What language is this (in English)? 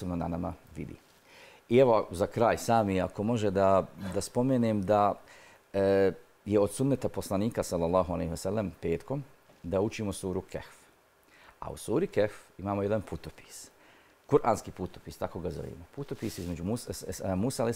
Bosnian